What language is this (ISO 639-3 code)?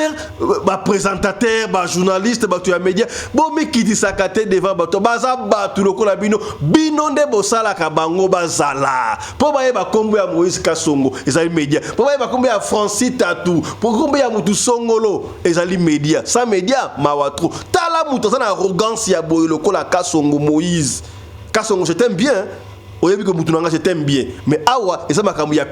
lin